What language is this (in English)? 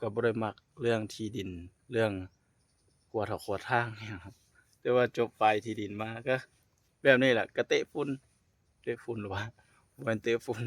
Lao